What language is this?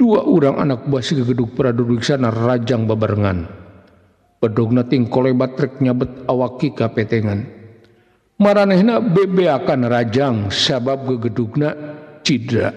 Sundanese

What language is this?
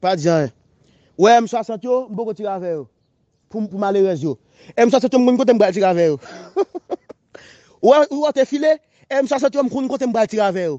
Haitian Creole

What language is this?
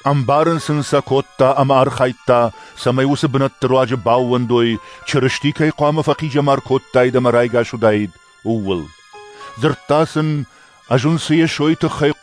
Ossetic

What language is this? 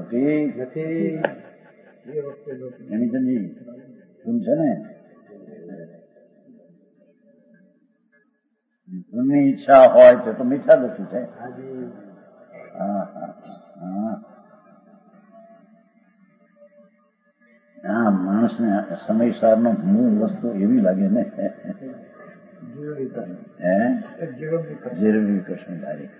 Gujarati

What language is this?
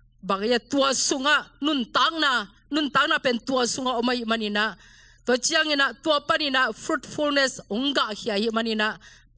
Tedim Chin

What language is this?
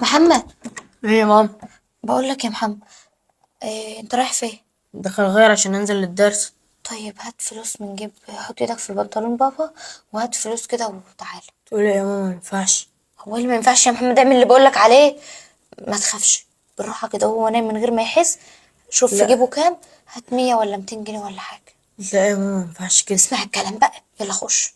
Egyptian Arabic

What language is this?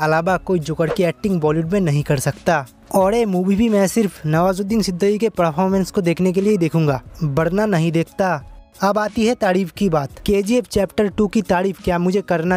Hindi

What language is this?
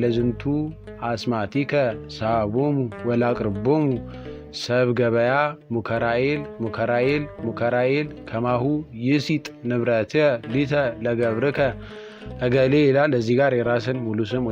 Amharic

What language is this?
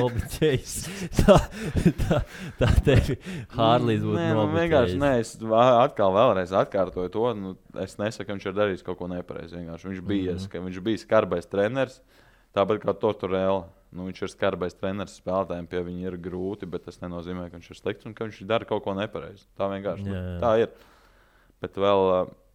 Latvian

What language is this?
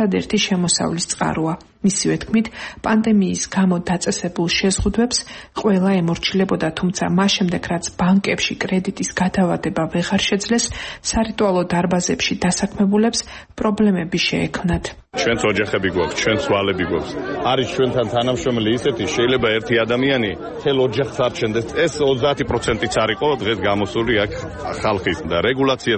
Georgian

